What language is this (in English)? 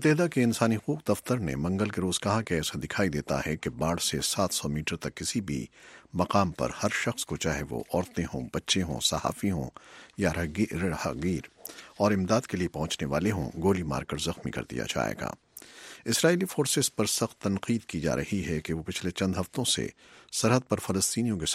Urdu